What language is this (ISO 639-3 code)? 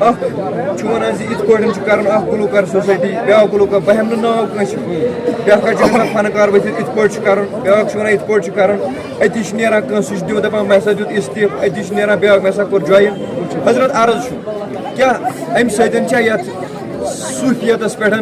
kas